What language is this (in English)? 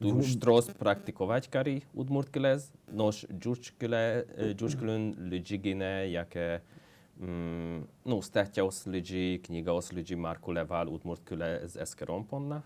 Udmurt